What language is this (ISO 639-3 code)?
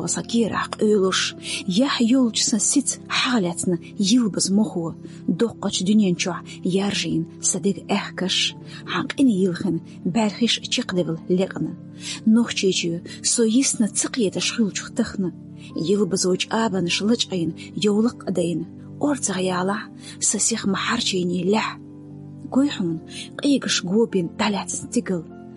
che